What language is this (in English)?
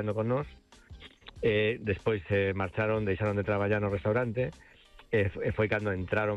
Galician